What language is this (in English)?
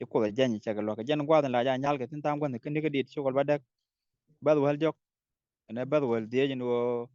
Nuer